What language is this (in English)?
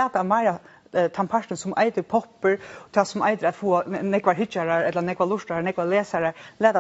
Faroese